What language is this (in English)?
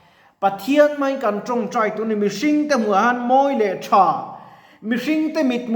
Mizo